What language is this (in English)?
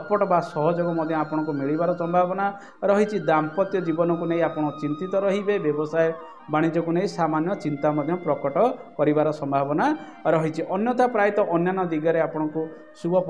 Odia